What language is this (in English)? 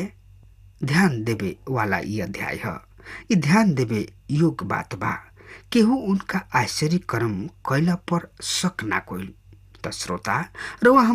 Bhojpuri